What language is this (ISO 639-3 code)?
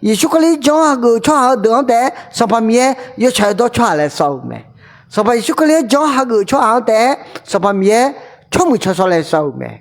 ahk